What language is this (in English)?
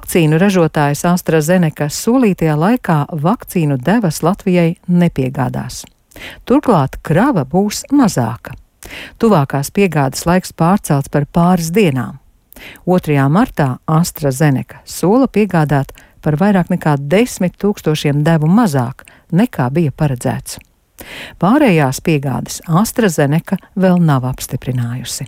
Latvian